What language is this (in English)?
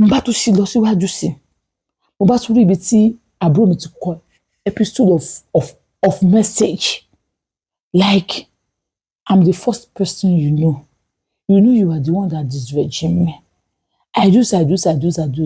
Yoruba